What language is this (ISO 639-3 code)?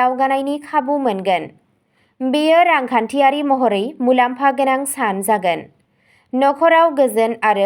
brx